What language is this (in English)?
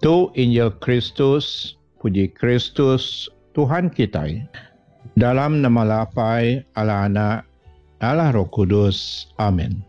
Iban